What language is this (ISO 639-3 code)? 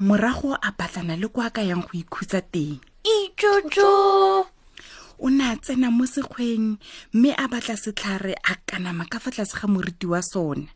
tsn